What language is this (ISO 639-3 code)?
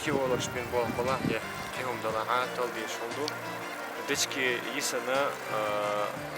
che